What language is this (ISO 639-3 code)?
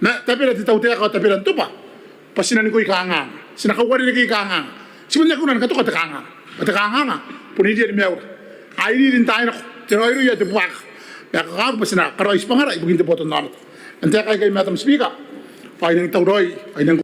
gil